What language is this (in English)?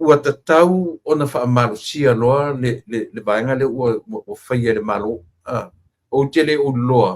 Samoan